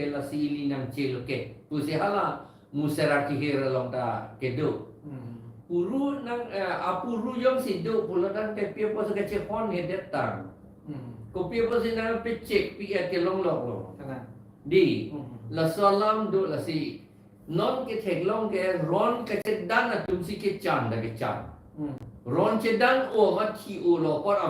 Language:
Karbi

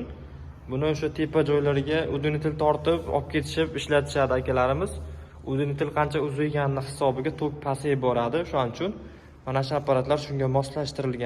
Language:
Uzbek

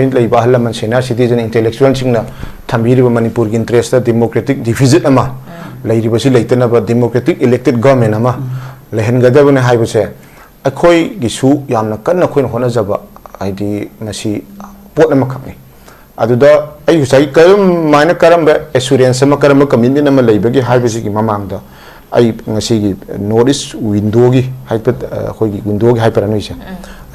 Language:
Manipuri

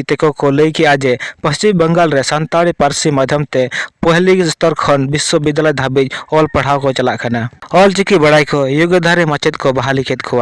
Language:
Santali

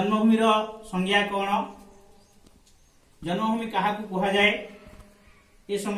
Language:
Odia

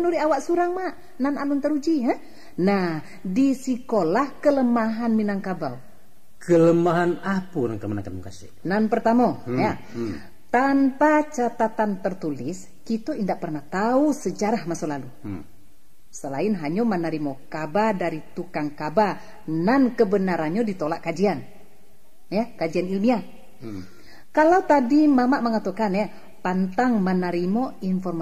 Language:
Minangkabau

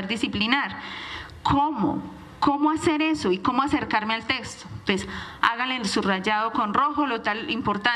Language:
Spanish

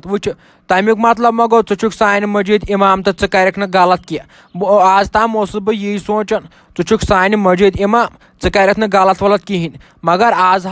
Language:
Kashmiri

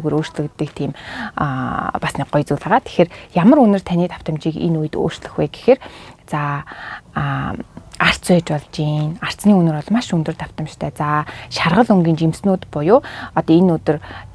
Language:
Mongolian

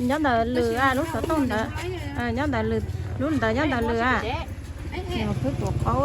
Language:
Hmong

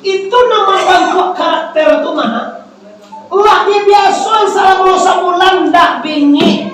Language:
Minangkabau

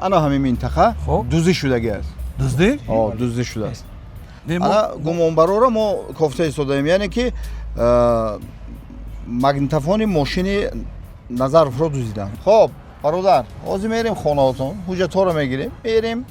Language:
Tajik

